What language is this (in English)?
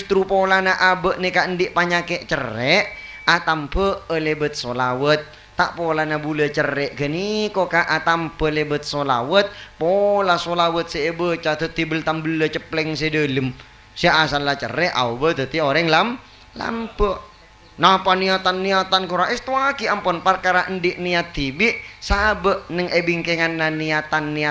Madurese